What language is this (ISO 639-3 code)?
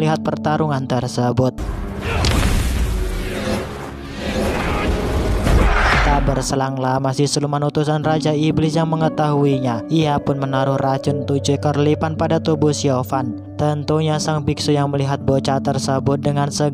ind